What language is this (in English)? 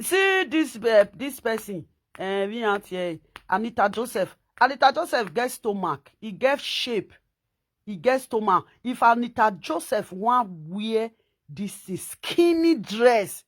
Nigerian Pidgin